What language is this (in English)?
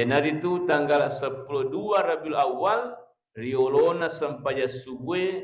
Buginese